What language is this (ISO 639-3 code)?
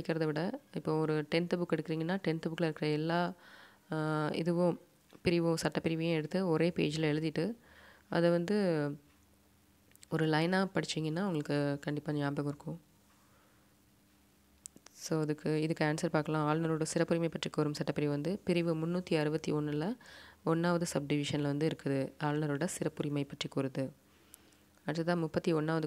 tam